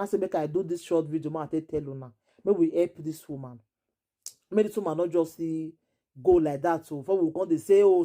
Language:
Nigerian Pidgin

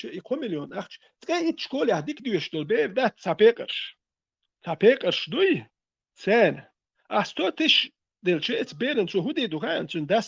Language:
Chechen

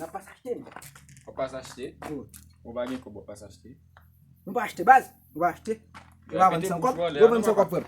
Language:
Haitian Creole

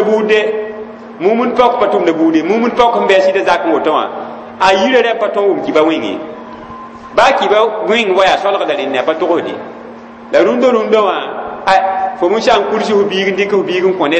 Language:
Mossi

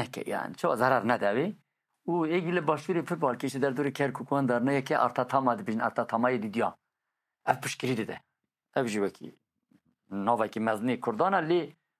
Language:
Kurdish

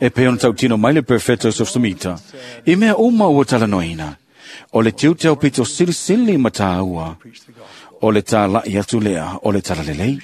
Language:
Samoan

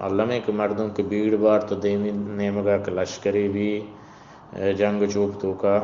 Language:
Eastern Balochi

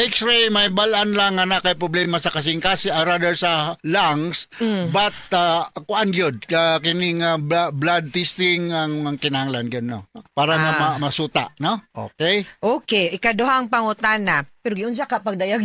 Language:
Cebuano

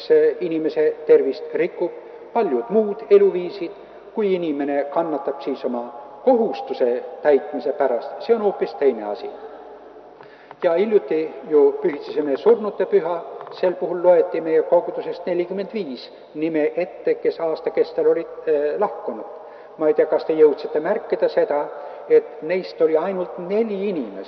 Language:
Estonian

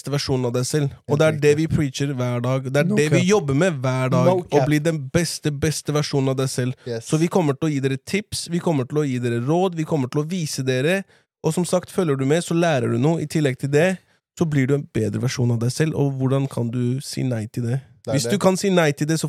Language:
Norwegian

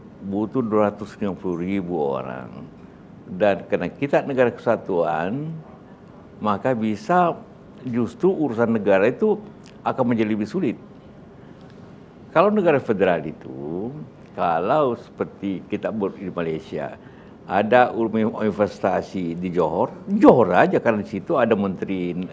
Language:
Indonesian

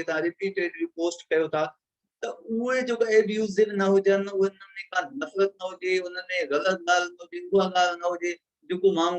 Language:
Sindhi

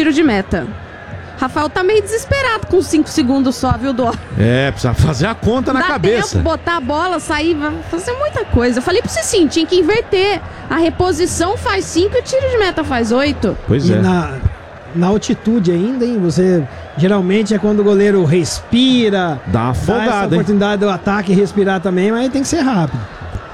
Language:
Portuguese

